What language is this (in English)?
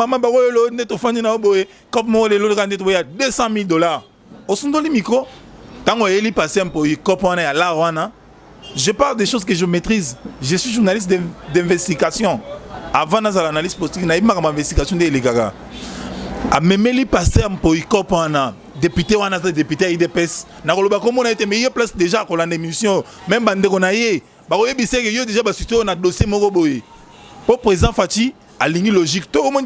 Lingala